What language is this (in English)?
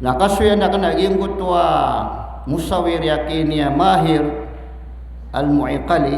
Maranao